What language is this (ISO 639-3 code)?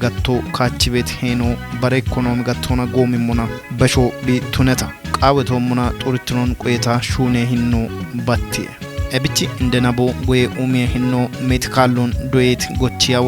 kbr